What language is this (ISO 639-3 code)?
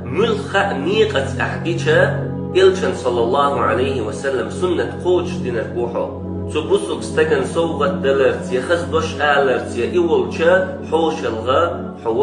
che